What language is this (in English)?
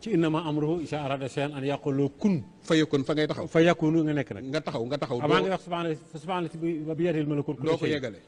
Wolof